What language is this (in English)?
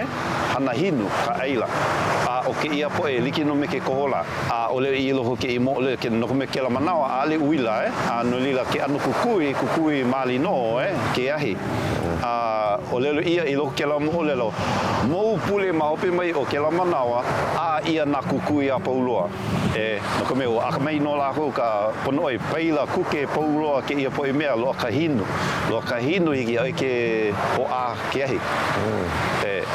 Hawaiian